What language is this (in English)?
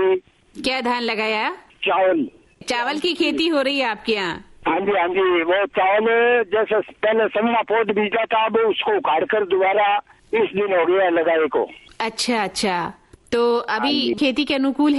Hindi